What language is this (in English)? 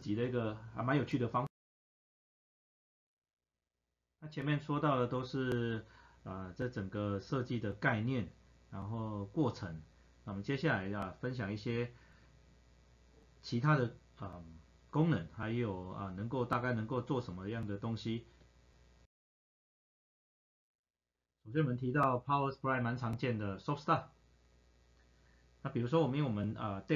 Chinese